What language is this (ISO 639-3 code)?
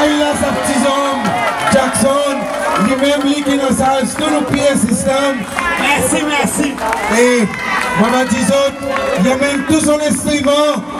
crs